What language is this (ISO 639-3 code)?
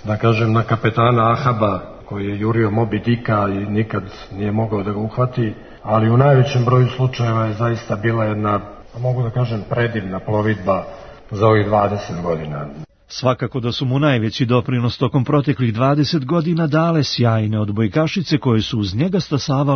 srp